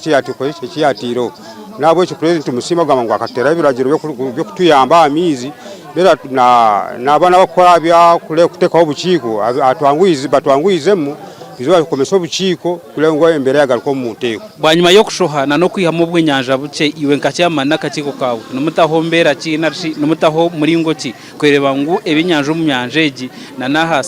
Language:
Nyankole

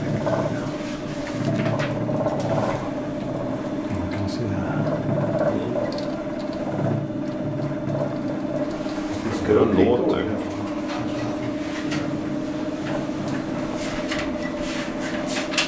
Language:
Swedish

